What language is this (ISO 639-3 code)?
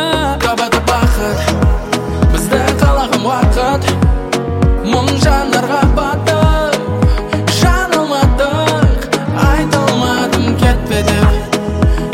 kaz